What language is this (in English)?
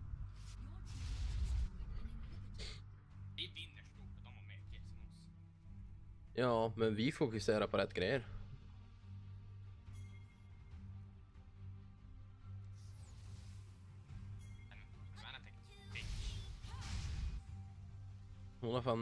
Swedish